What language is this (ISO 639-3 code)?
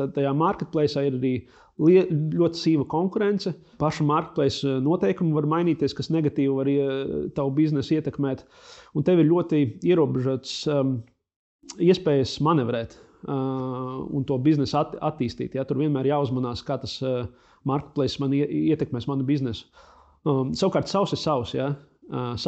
lav